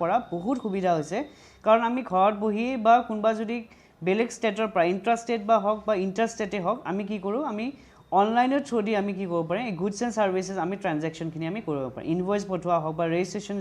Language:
Assamese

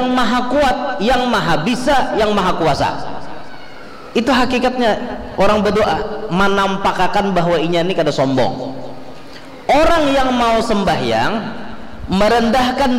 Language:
Banjar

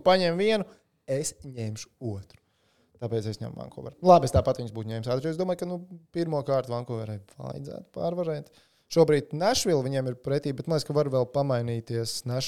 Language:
Latvian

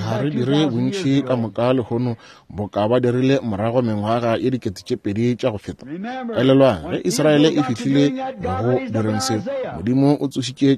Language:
Northern Sotho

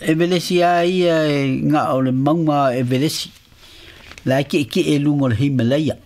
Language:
Samoan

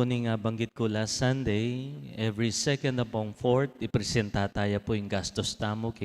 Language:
Pampanga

